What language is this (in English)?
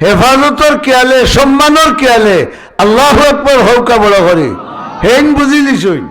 Sylheti